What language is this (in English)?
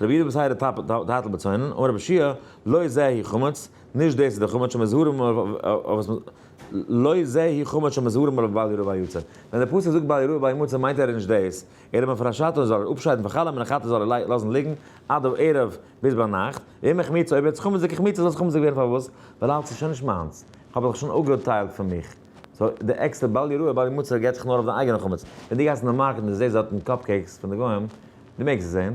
Yiddish